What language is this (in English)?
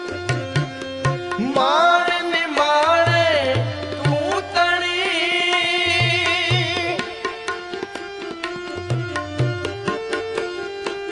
Punjabi